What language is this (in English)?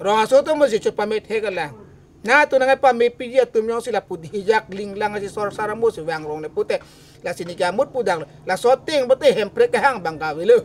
Karbi